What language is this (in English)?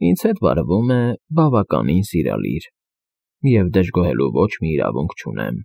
Armenian